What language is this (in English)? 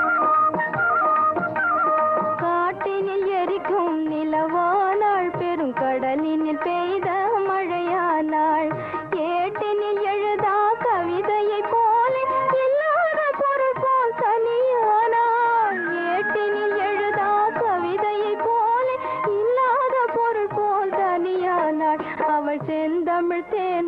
Tamil